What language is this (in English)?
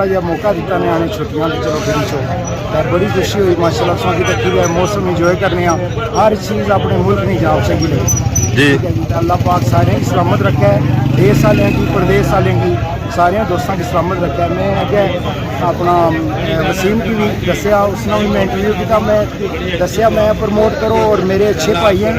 Pahari-Potwari